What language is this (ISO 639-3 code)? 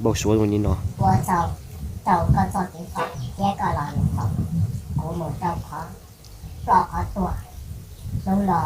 hmn